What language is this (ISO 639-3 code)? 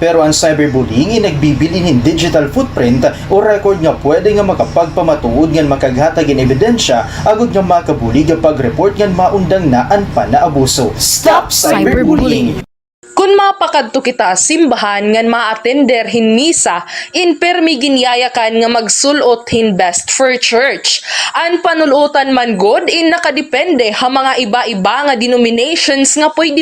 war